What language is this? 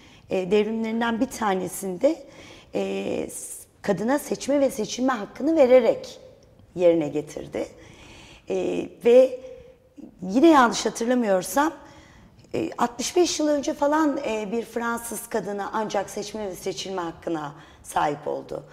Turkish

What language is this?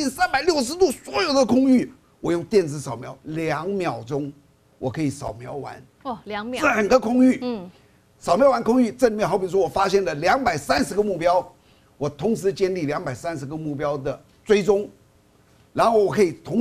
Chinese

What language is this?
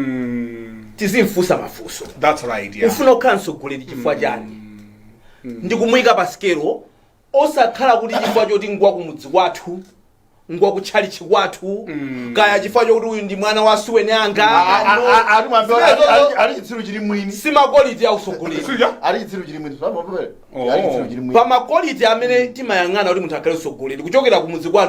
Nyanja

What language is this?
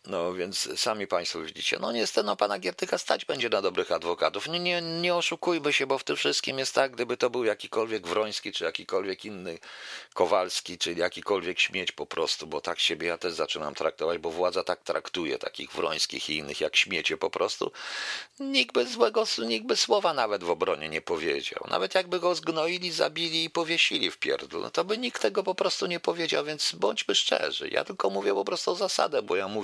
Polish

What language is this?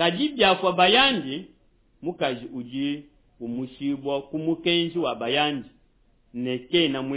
Luba-Lulua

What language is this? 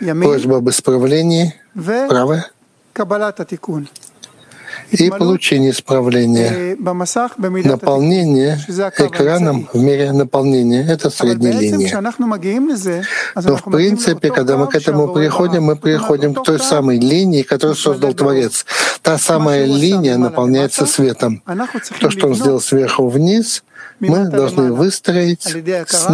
Russian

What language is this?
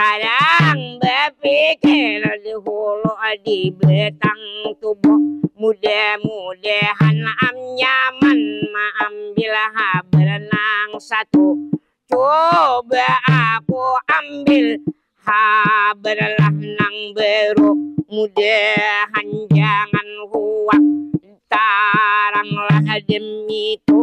Banjar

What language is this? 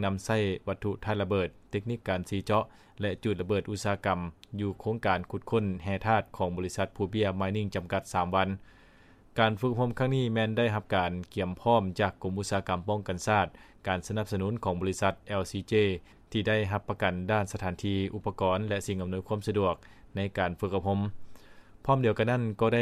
Lao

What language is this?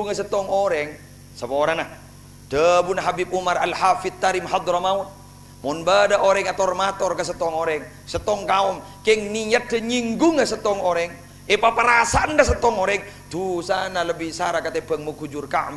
Madurese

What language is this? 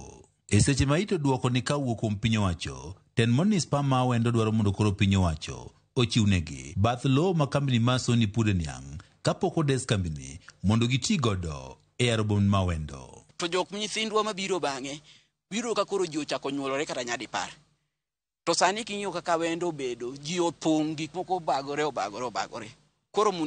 Luo (Kenya and Tanzania)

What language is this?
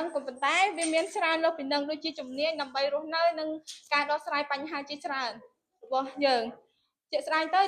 Khmer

